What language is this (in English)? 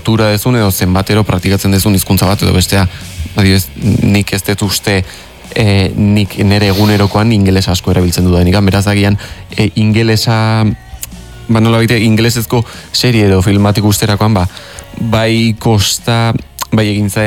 Basque